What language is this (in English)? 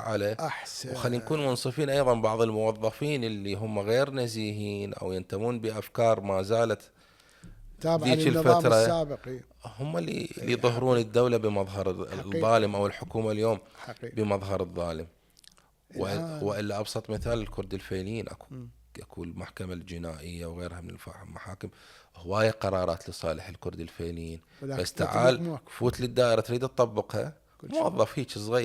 Mesopotamian Arabic